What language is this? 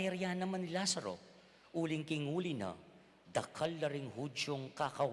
Pampanga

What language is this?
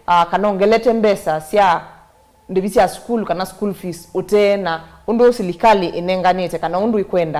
Kamba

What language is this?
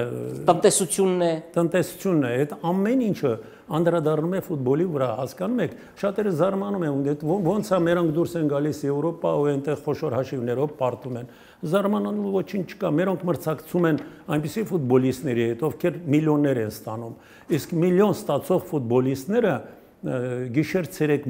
Armenian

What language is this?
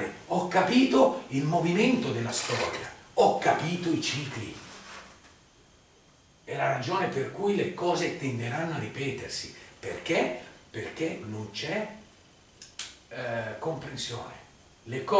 Italian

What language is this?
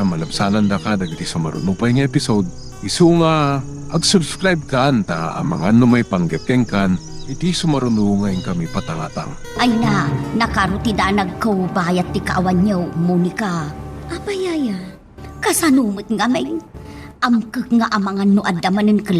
Iloko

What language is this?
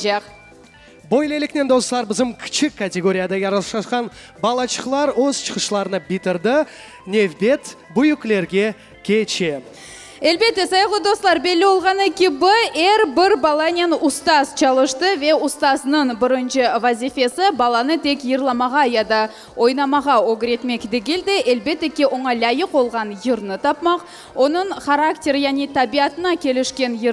Crimean Tatar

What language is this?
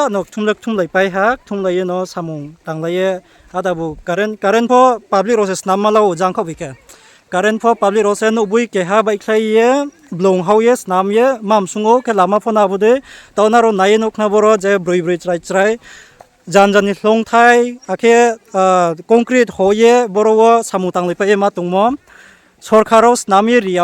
Riang (India)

